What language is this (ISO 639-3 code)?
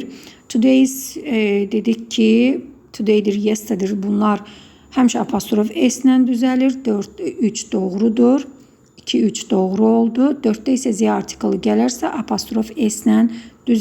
aze